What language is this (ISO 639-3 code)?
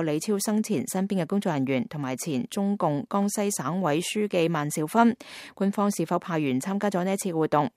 yue